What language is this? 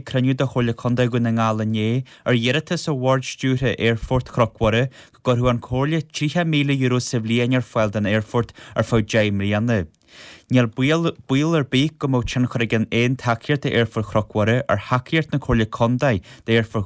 Irish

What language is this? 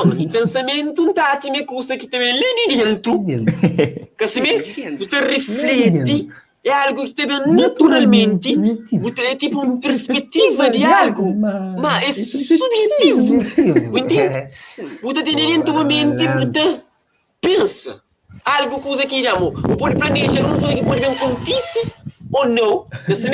Kabuverdianu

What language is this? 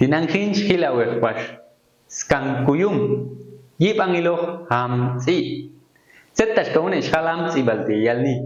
Popti'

